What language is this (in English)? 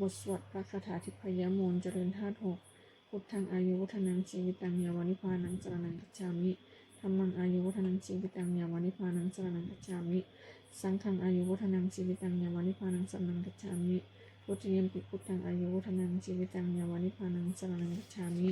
Pali